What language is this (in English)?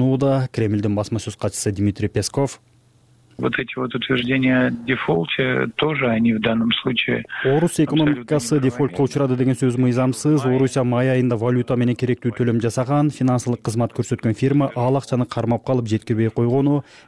Kyrgyz